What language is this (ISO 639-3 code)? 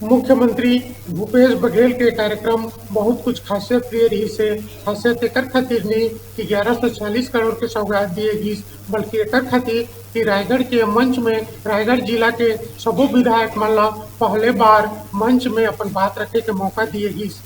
hne